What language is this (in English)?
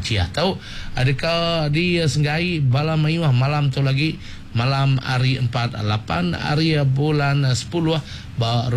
Iban